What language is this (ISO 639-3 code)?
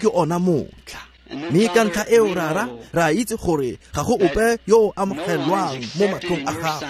tsn